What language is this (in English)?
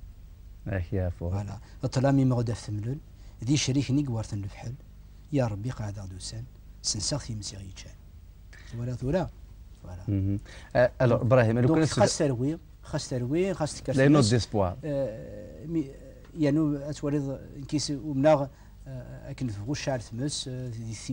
Kabyle